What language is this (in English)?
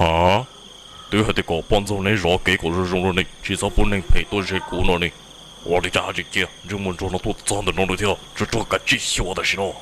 Hmong